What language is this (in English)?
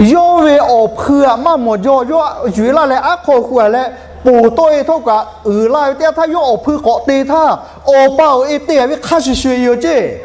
Lahu